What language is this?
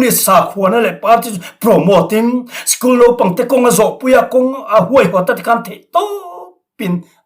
Mizo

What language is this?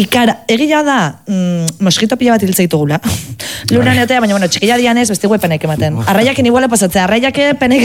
Basque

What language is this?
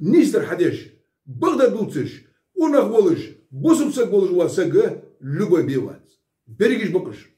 Ingush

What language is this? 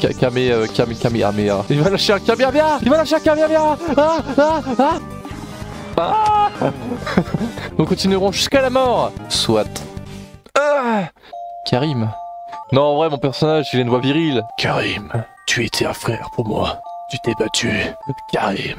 French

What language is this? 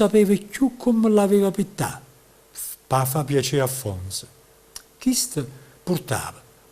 Neapolitan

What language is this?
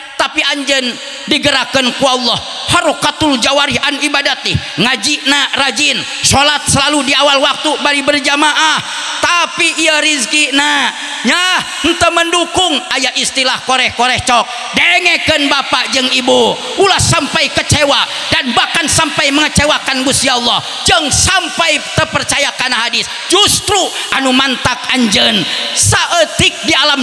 Sundanese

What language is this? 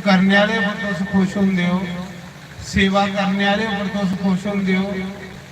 Dogri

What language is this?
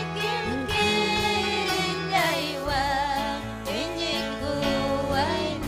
Ayacucho Quechua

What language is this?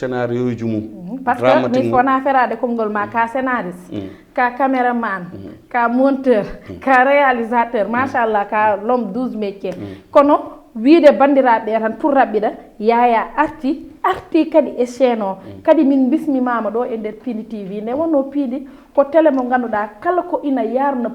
Fula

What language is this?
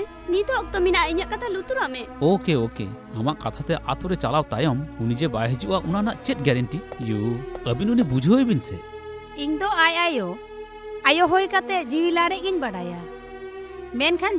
Santali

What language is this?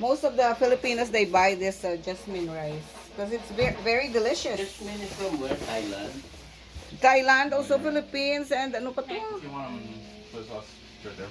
Hiligaynon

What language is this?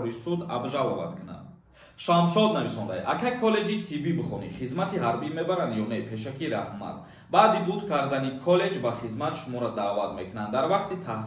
Tajik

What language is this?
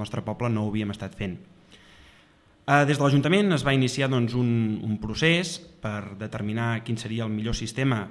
Catalan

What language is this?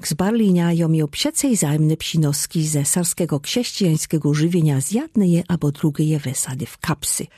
Lower Sorbian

